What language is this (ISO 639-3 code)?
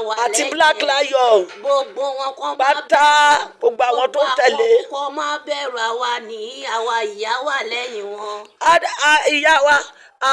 yor